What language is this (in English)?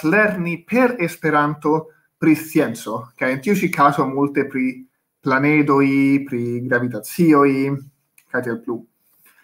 Esperanto